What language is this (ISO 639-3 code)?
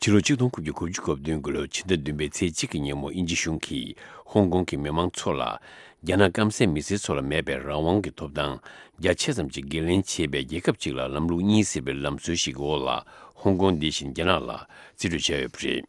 bod